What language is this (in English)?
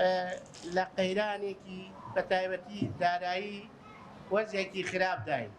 Central Kurdish